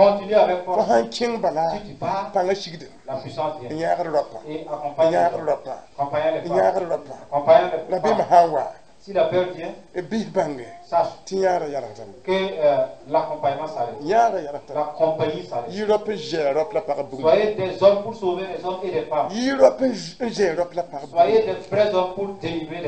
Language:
Mossi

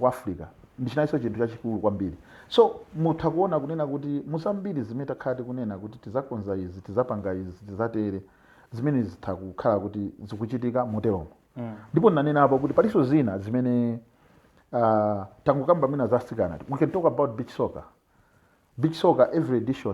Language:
Nyanja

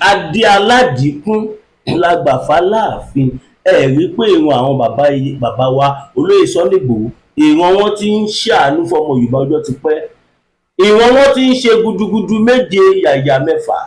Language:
Yoruba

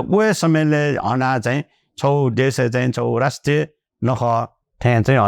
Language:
Newari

